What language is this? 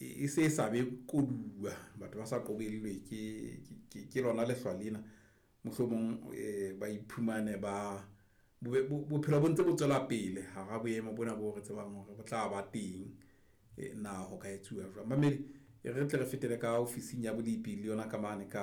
Southern Sotho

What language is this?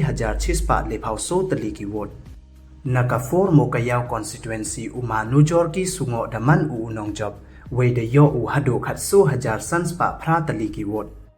Pnar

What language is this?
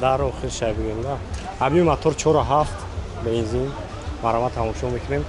Tajik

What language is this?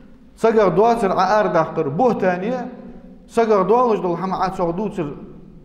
Ingush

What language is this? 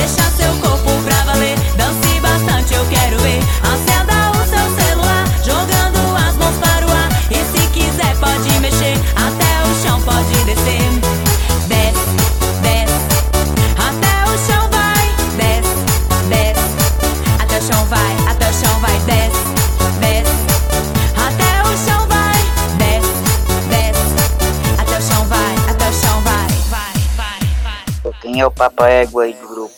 Portuguese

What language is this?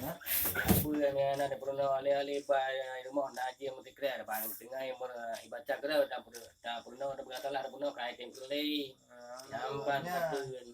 Achinese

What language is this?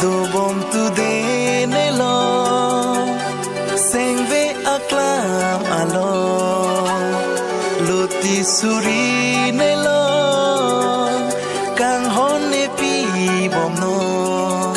Karbi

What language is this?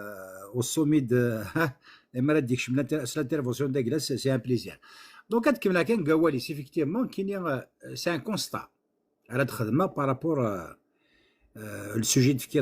Kabyle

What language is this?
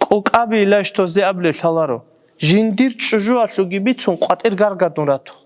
Avaric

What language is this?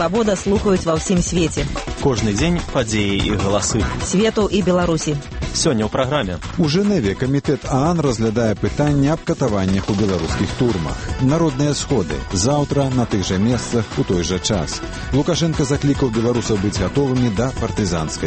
Belarusian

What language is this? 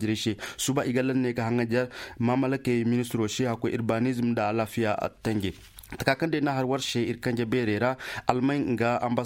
Zarma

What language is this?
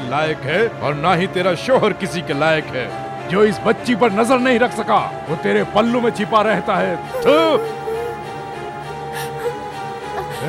Hindi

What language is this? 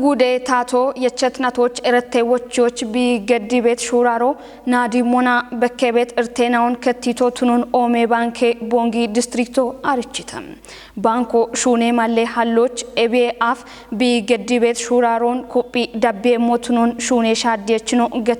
Kafa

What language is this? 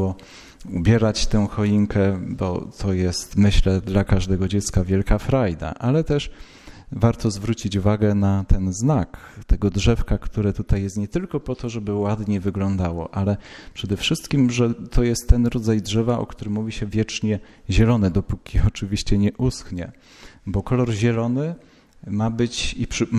Polish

